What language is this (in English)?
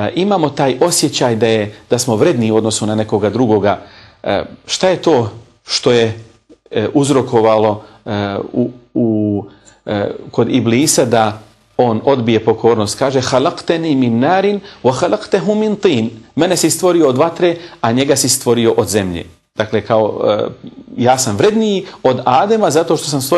Bosnian